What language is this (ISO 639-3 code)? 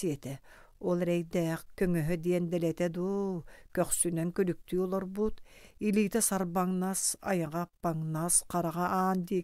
sah